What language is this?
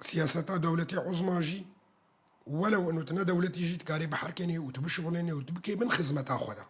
Kurdish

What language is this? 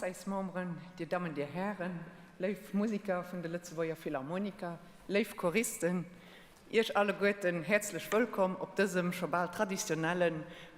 Luxembourgish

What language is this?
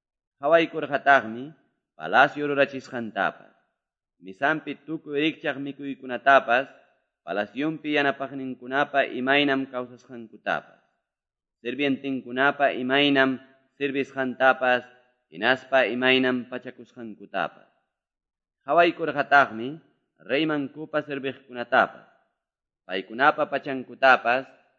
Quechua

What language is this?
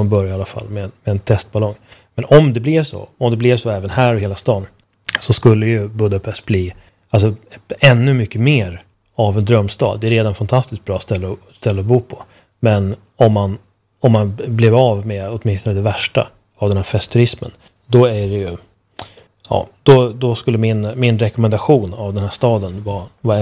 Swedish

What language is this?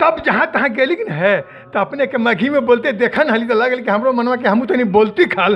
Magahi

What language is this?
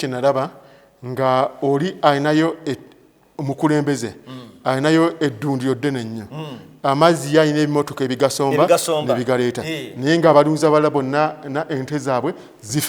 Ganda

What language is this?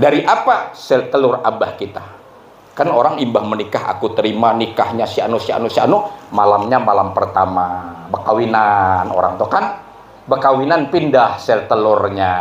Banjar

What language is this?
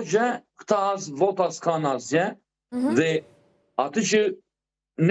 Albanian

